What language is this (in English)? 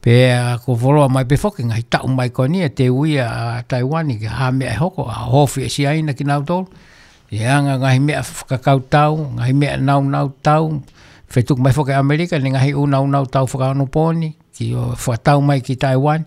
Tongan